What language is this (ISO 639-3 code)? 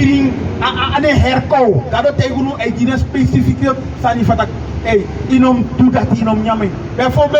srn